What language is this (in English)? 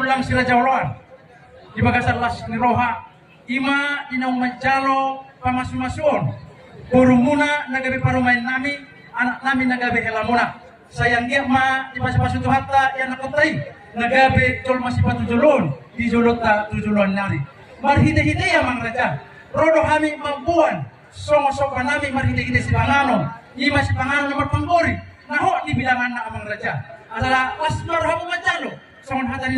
Batak Toba